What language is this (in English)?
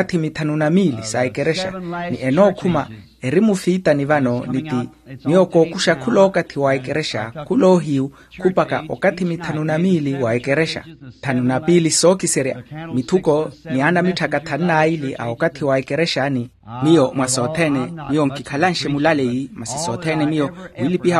Makhuwa